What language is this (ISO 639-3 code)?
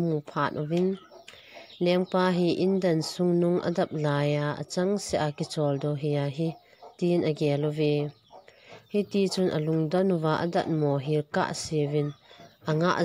tcz